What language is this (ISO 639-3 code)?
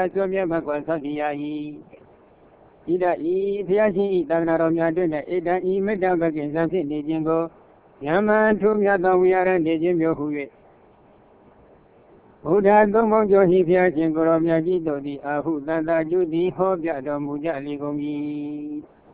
mya